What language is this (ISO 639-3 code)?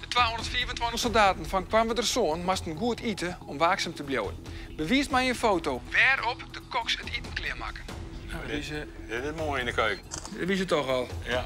fry